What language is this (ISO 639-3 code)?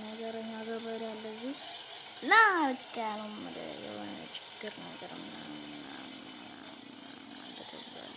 amh